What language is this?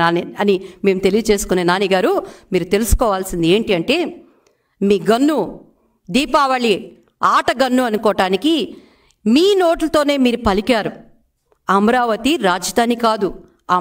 Telugu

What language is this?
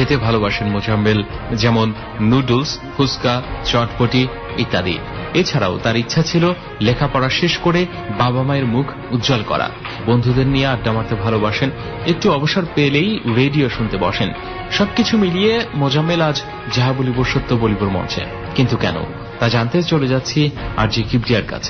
Bangla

